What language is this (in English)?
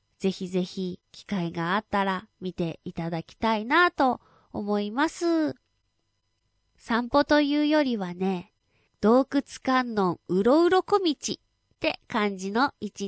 Japanese